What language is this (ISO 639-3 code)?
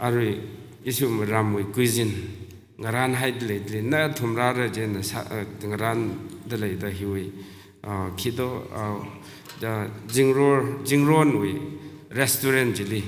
nmf